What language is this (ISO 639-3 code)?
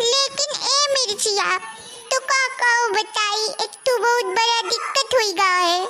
awa